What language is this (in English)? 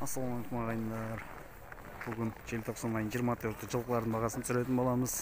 Kazakh